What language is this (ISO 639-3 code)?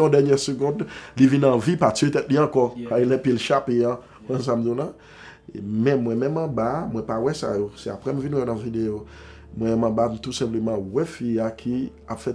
hat